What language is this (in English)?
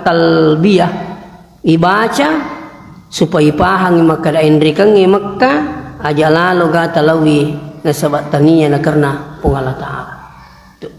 Buginese